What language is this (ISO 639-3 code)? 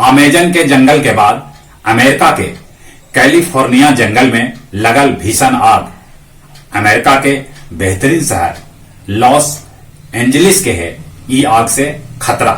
mag